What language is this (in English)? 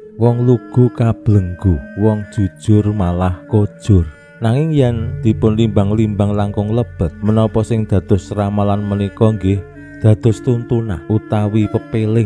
Javanese